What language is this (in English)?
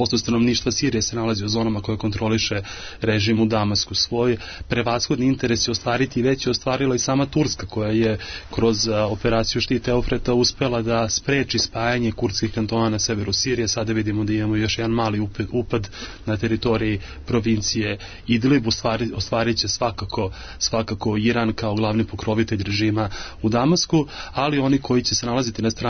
Serbian